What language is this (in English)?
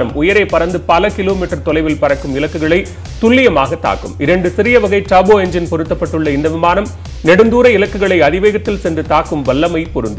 Tamil